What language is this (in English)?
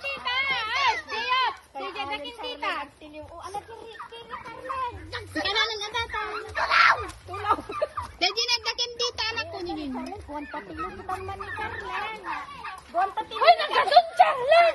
Iloko